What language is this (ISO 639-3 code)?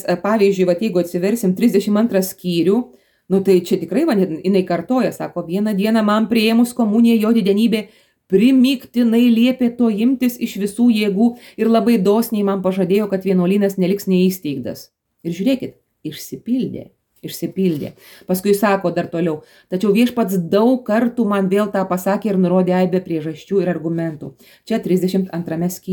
lit